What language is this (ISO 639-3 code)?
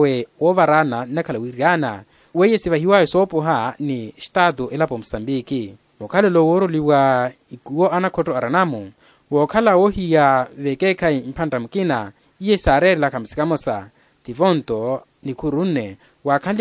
vmw